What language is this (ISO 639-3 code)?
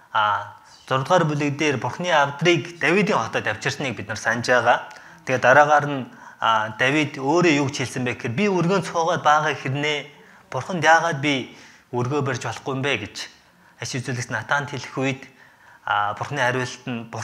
mon